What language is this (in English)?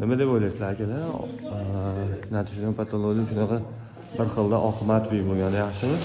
Uzbek